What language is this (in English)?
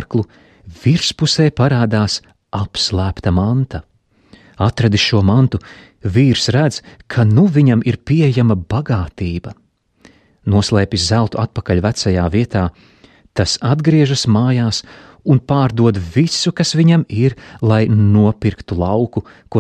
Latvian